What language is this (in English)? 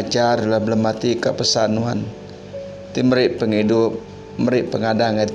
Iban